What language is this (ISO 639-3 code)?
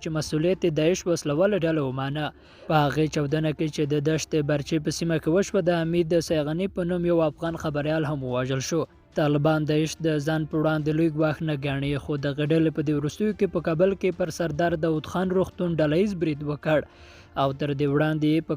pus